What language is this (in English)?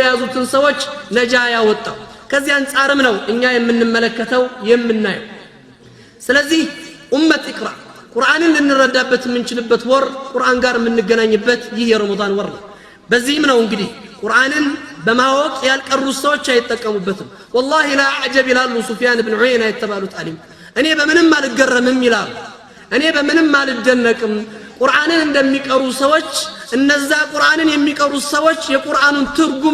Amharic